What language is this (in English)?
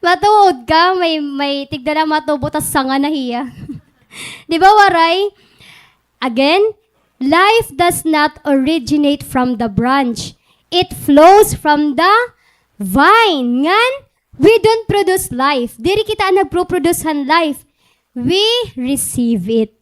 Waray